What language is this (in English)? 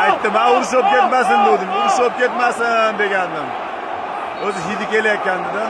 Uzbek